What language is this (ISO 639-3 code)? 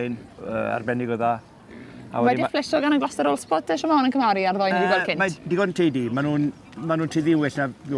cym